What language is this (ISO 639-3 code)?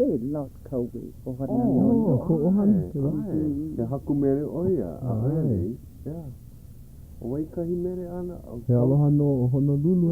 haw